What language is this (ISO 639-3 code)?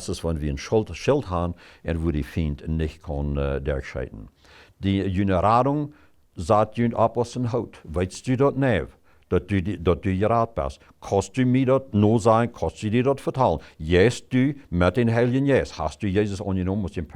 pdt